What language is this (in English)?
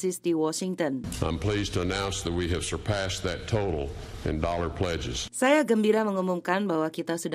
Indonesian